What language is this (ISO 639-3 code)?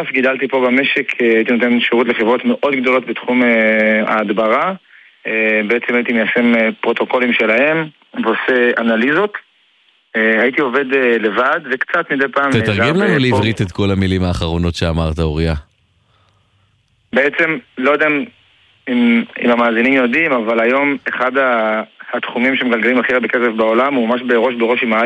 heb